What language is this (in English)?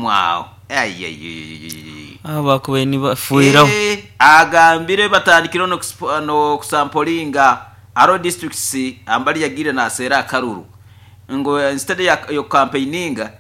Nyoro